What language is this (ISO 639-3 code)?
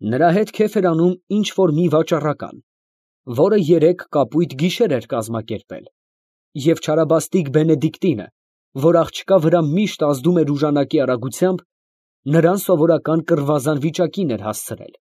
hye